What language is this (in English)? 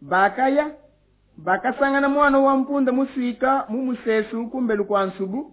Luba-Lulua